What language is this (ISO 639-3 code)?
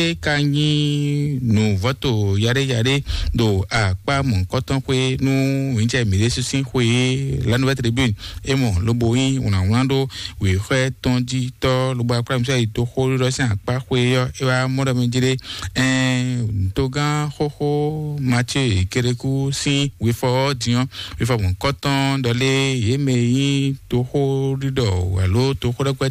fon